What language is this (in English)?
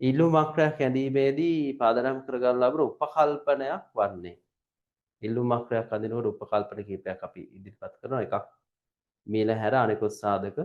Sinhala